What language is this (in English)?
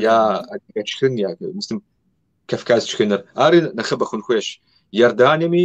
Kabardian